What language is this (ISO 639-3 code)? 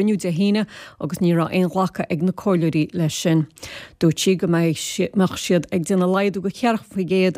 gle